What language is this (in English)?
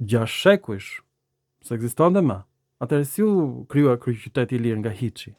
Albanian